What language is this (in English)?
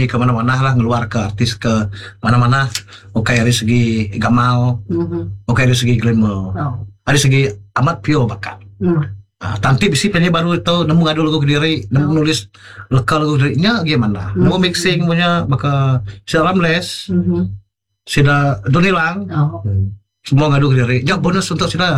Iban